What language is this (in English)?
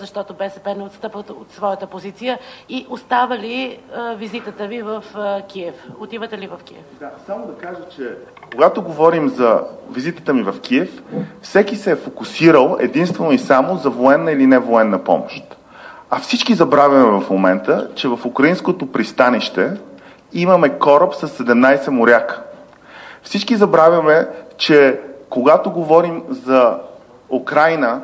Bulgarian